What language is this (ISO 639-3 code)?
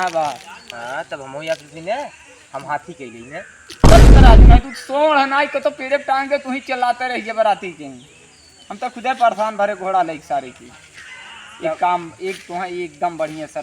awa